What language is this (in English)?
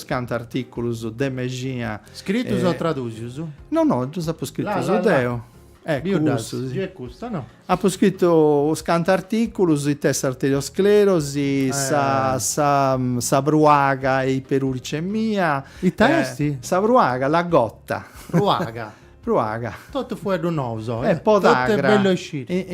Sardinian